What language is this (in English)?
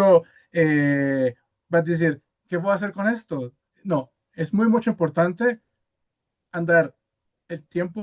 Ladino